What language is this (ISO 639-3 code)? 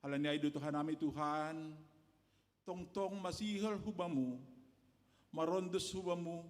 bts